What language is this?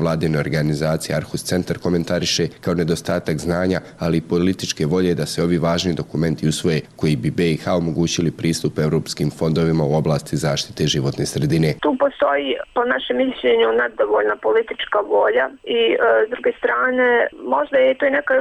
Bosnian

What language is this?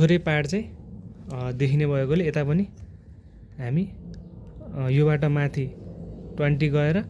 Nepali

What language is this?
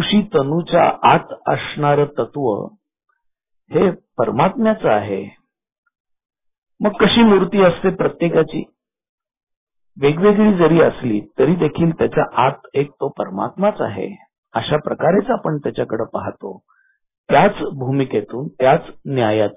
Marathi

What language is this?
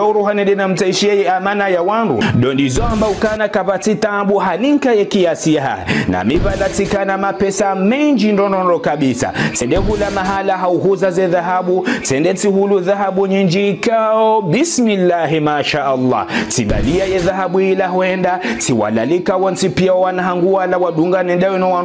Ngazidja Comorian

